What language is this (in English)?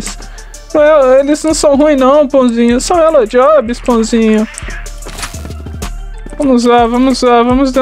Portuguese